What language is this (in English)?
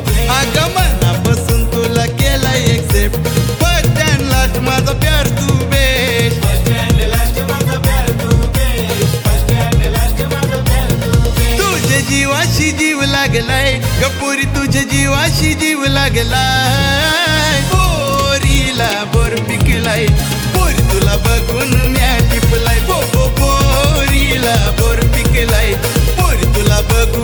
Marathi